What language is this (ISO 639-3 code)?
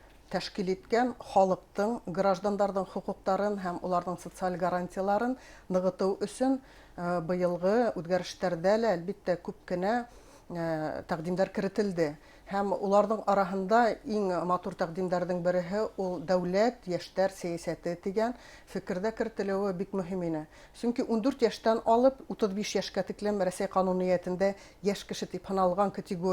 bak